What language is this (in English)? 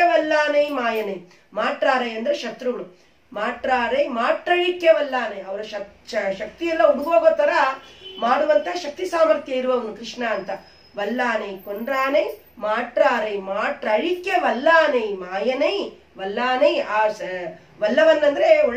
Kannada